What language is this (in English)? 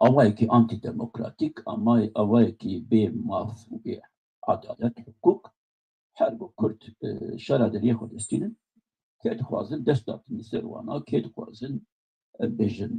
Kurdish